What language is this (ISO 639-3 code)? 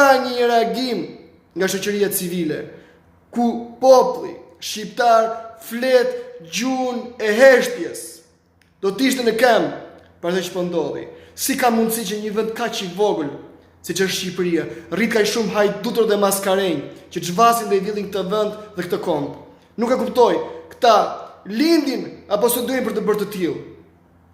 sqi